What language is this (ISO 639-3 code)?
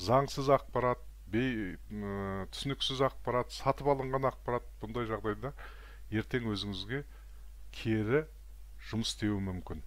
kaz